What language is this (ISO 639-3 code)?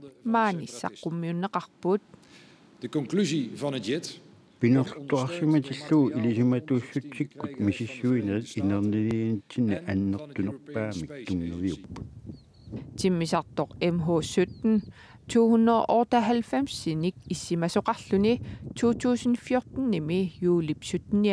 kal